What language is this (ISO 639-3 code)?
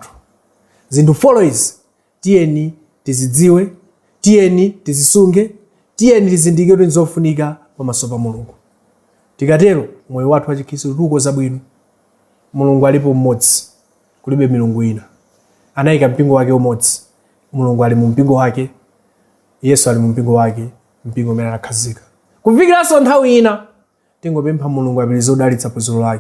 nya